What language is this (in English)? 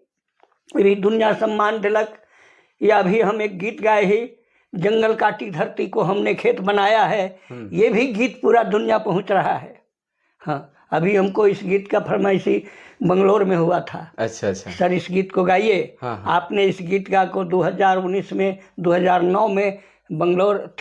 Sadri